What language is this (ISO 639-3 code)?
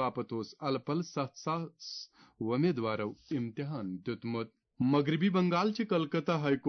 kas